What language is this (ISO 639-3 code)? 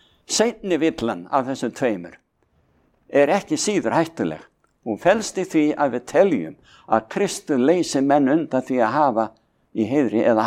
isl